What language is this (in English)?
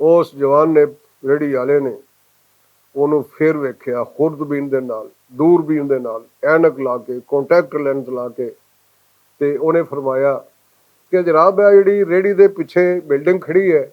Western Panjabi